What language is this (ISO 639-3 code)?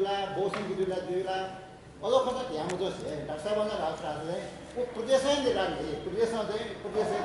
new